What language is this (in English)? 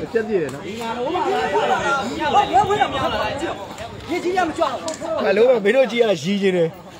Burmese